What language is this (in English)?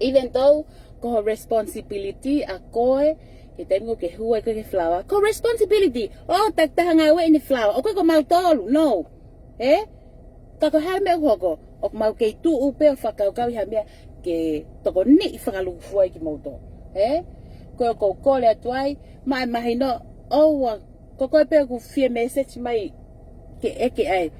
Tongan